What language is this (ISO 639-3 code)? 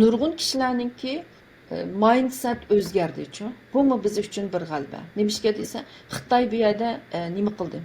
uig